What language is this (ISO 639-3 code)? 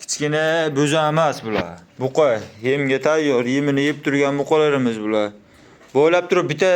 uzb